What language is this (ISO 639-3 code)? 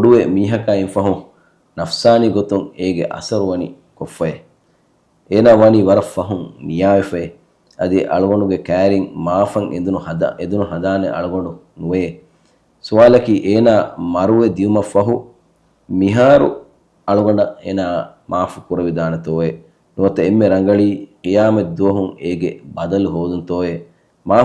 div